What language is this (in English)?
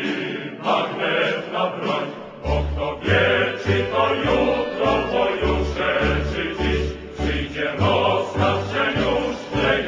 Polish